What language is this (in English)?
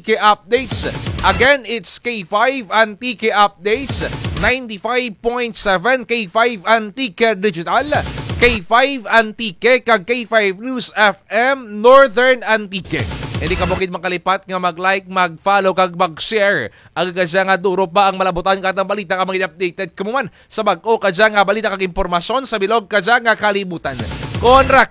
Kinaray-a